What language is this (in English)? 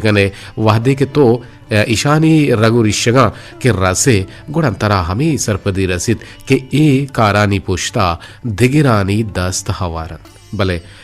Eastern Balochi